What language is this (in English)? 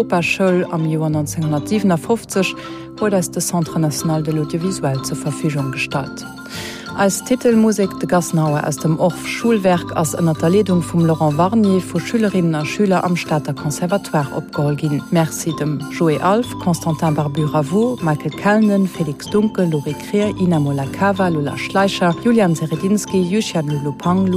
Luxembourgish